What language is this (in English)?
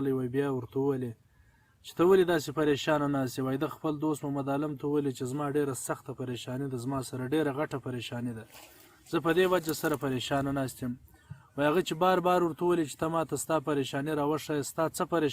Pashto